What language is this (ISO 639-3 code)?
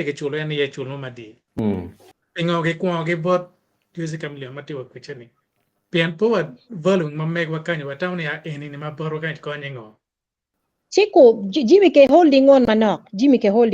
ach